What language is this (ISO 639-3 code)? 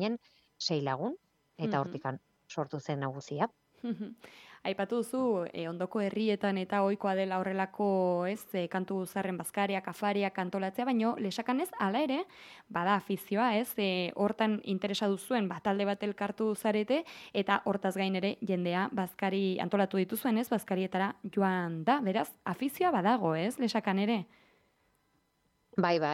eus